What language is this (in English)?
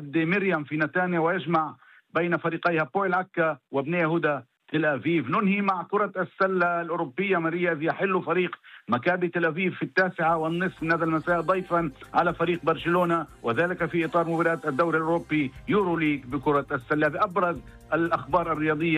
Arabic